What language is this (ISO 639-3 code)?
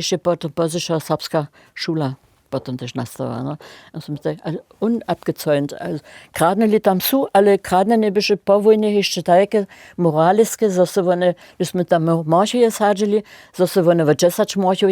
hsb